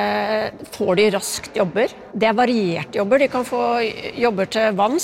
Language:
Norwegian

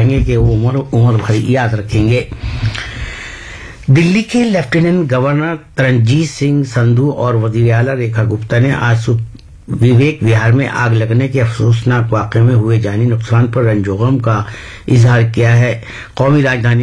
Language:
Urdu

